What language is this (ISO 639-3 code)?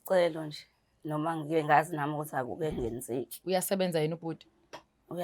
zul